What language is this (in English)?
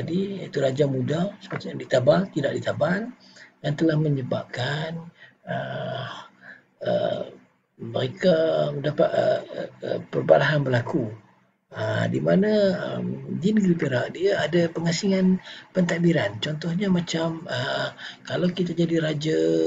Malay